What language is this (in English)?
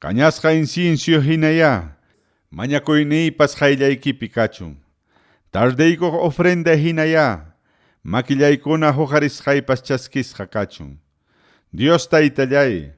Ayacucho Quechua